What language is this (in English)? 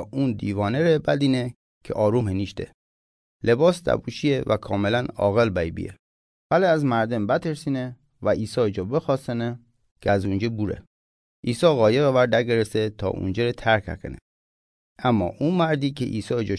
Gilaki